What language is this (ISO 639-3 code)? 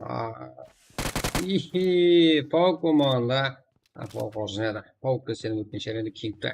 kaa